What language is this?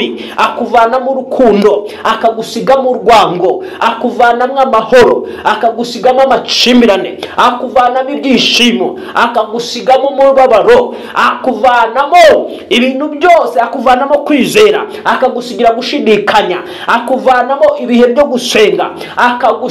Kinyarwanda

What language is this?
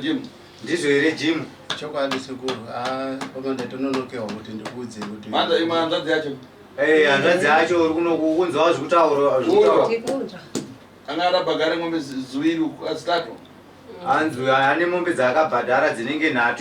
Shona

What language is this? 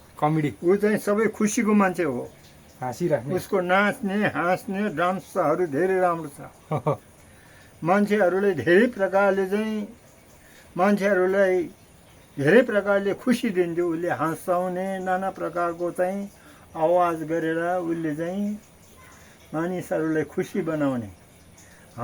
Nepali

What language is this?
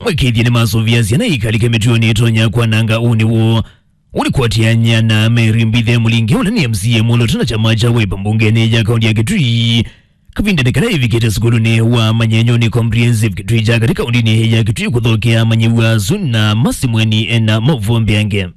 Kamba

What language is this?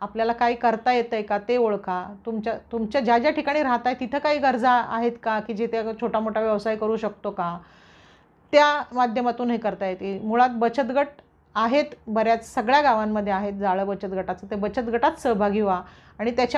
Marathi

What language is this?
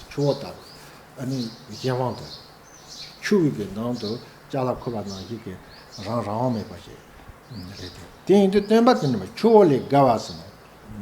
Tibetan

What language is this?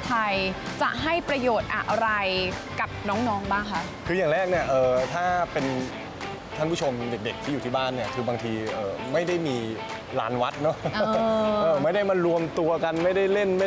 Thai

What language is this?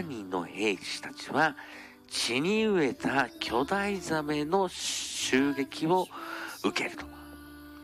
Japanese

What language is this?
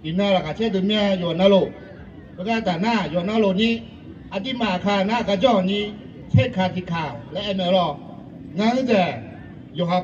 Akha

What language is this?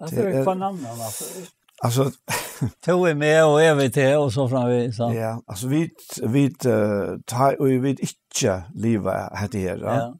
Faroese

